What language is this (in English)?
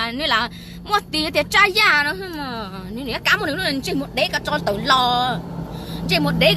Hmong